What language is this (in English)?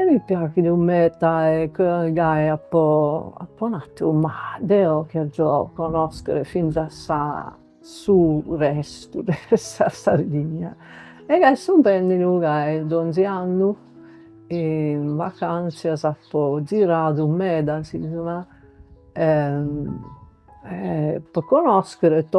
Sardinian